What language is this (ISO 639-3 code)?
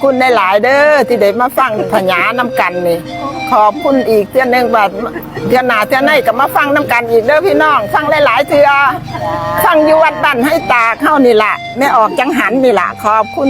tts